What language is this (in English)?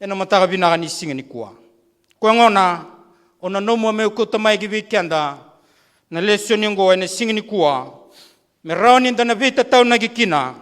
Fijian